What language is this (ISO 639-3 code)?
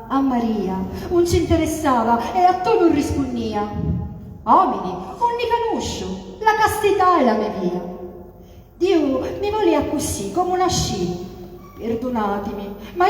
scn